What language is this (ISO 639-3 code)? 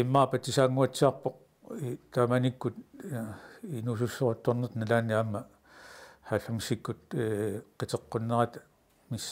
kal